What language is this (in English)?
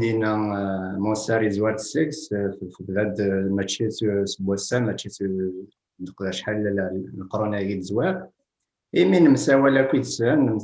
Kabyle